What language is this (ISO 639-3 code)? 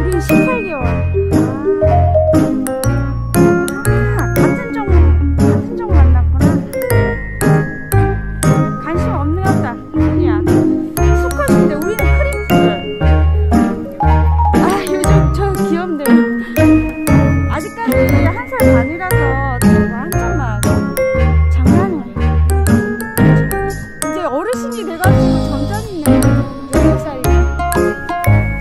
kor